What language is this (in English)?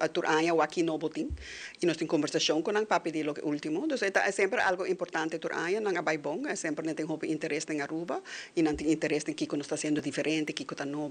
Papiamento